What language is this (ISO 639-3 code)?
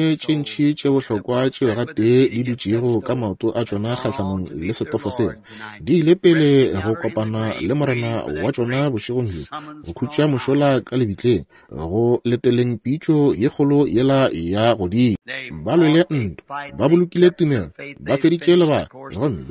nso